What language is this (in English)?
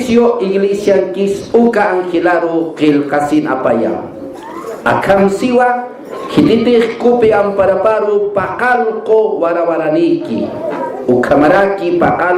Aymara